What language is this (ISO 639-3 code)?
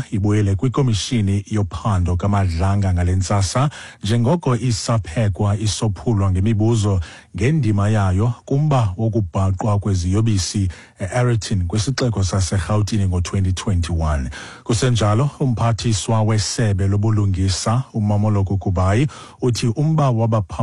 xho